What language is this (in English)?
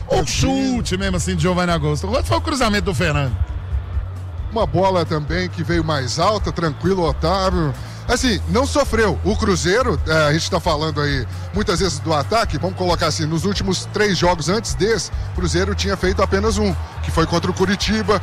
Portuguese